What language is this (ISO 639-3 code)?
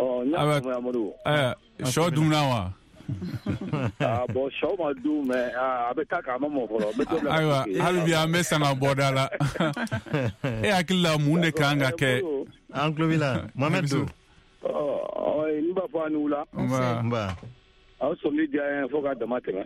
bam